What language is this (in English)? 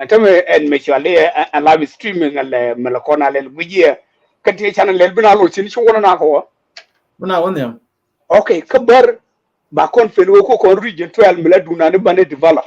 Nuer